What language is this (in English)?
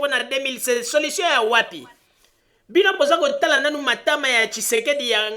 Lingala